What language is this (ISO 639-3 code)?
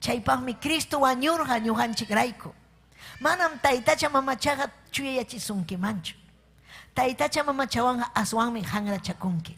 quy